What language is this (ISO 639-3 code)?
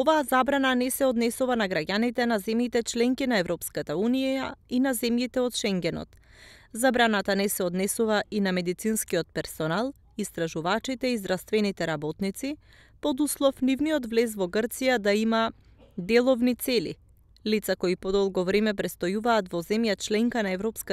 mkd